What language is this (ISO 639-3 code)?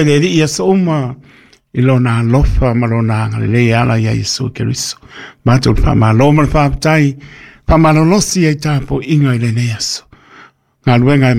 smo